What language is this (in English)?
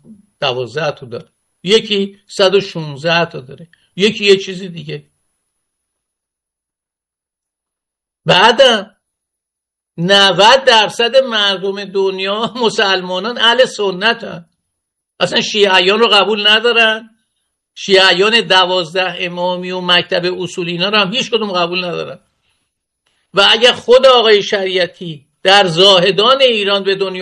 Persian